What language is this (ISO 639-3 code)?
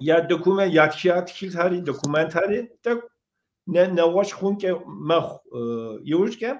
kbd